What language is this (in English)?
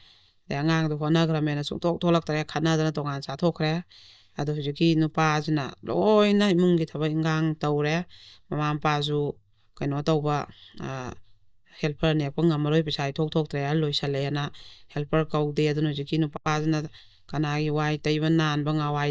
Manipuri